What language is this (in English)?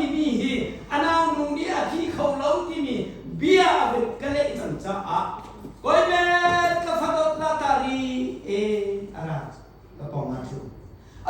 Hakha Chin